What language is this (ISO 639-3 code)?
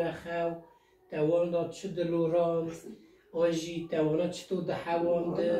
kur